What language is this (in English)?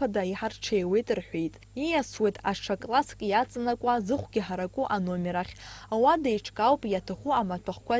Abkhazian